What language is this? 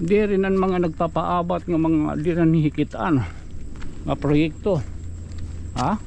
Waray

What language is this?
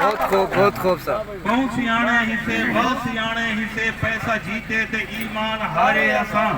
Saraiki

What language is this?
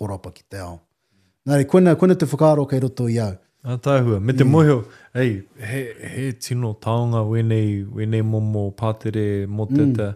Māori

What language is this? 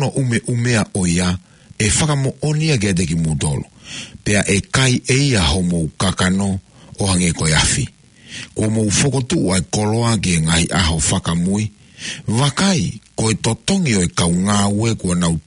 Tongan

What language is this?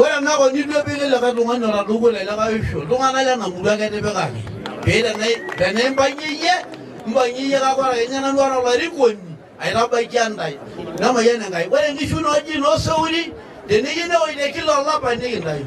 Masai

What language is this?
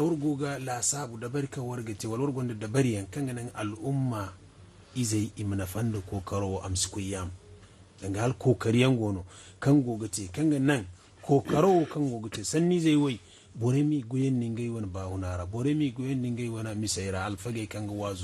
Zarma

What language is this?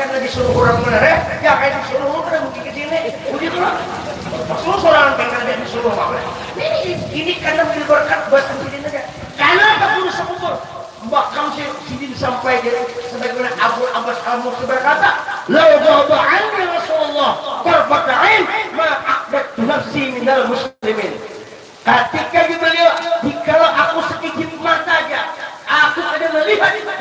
Banjar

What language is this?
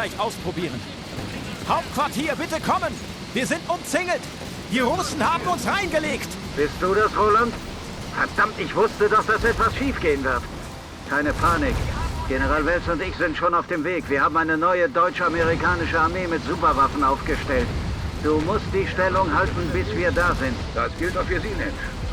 Bavarian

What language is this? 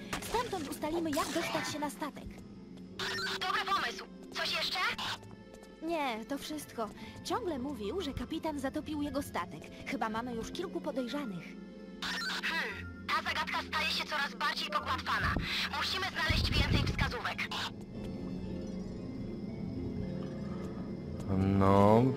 Polish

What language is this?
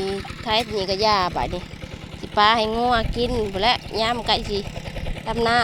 Northeastern Thai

